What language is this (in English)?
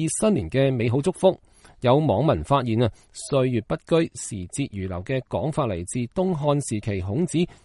Cantonese